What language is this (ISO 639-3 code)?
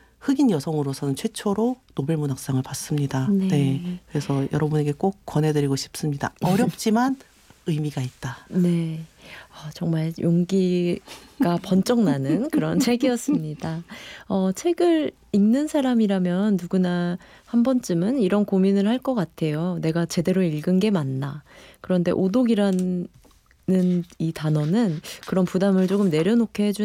kor